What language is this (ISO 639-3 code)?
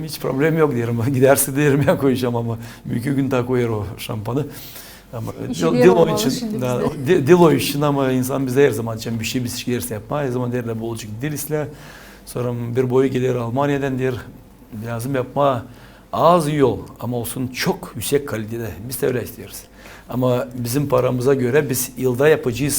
gag